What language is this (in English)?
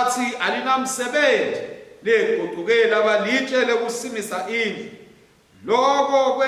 Swati